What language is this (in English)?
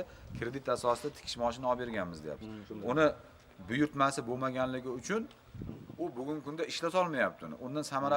Uzbek